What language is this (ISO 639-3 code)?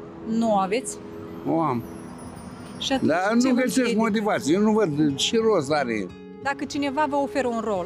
ron